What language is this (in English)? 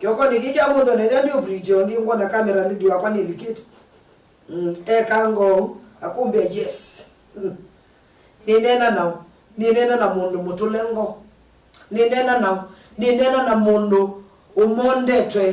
Kamba